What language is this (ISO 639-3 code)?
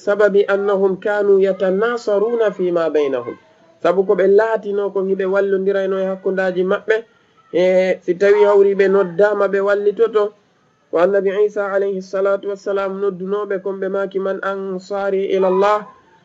ful